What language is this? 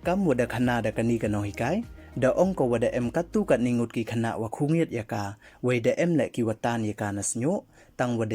Pnar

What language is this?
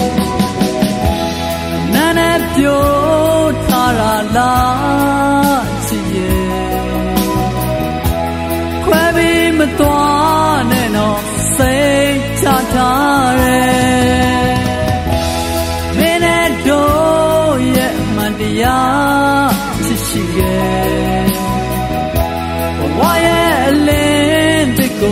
Burmese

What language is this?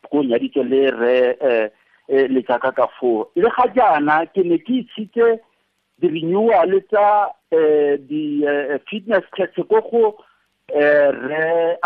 Tswana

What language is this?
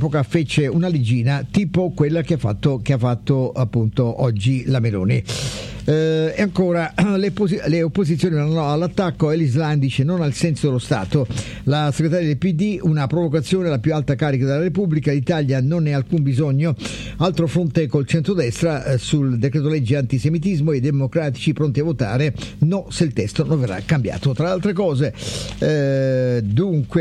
Italian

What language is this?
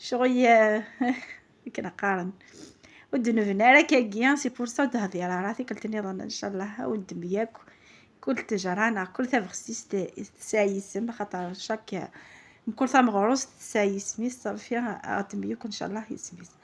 Kabyle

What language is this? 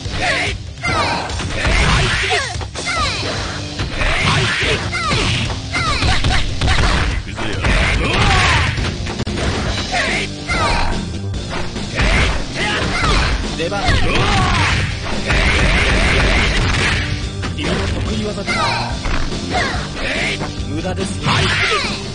Japanese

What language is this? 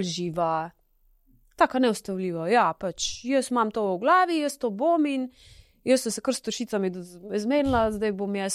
Slovenian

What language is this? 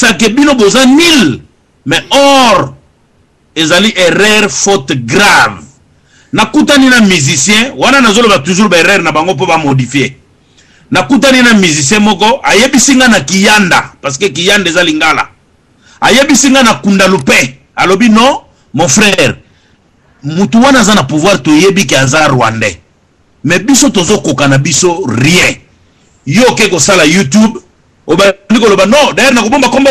Lingala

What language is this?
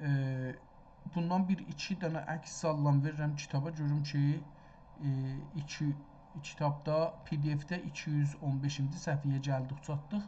South Azerbaijani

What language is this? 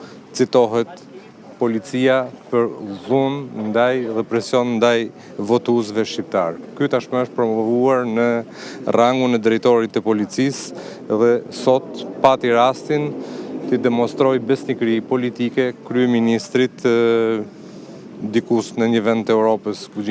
Albanian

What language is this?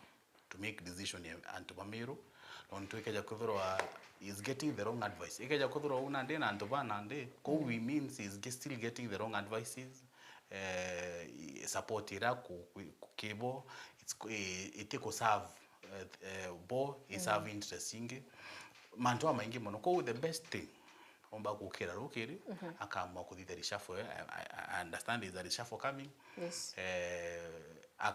Meru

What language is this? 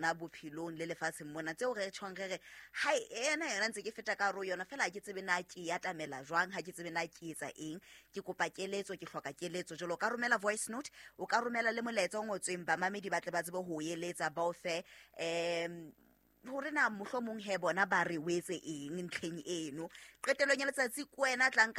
Southern Sotho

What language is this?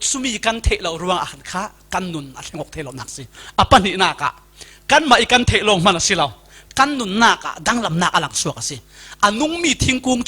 Falam Chin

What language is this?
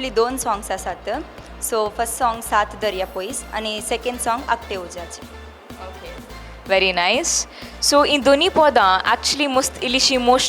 Konkani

